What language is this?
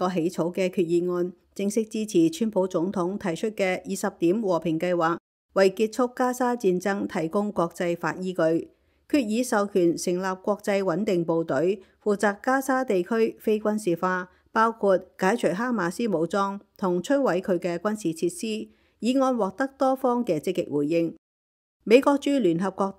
Cantonese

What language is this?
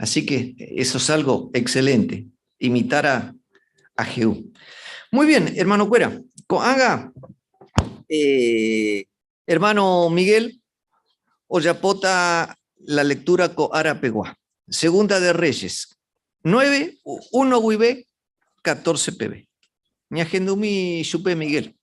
Guarani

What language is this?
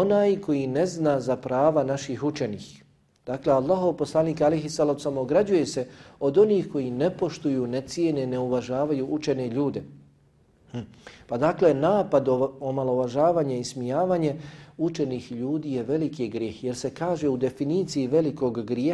Bosnian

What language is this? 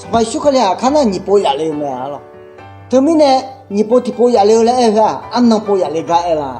Akha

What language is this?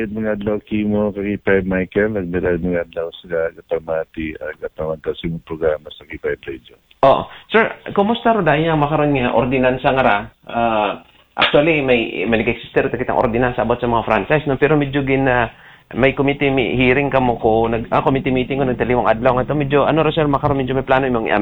Aklanon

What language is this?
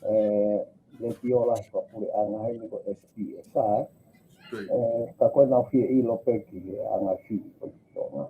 Tongan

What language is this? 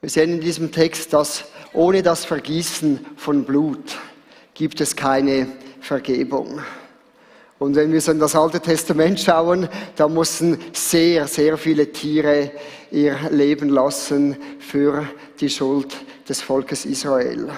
Swiss German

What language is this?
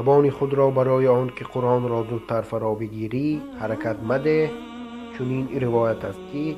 Tajik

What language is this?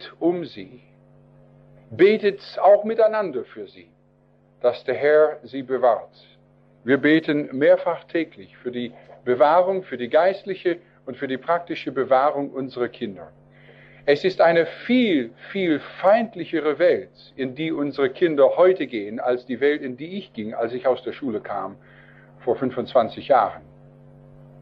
German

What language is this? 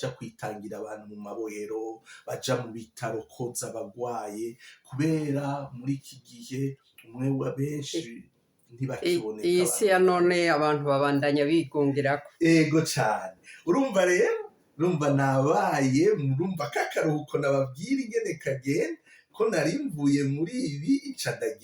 Rundi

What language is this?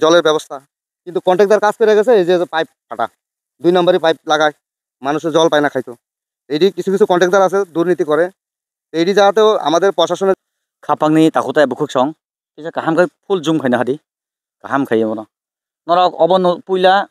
Kok Borok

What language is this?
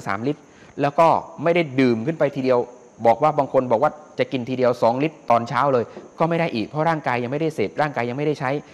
Thai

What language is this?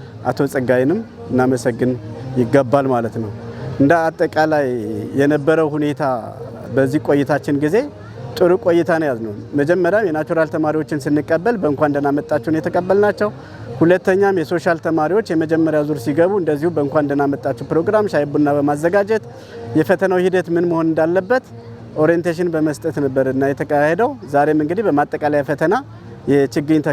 Amharic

